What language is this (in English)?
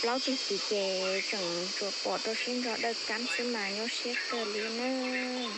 Hmong